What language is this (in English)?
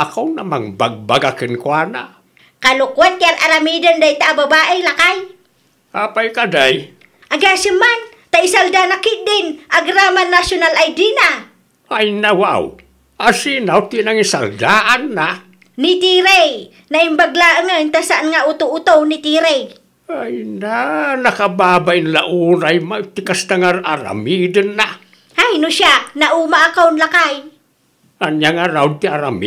Iloko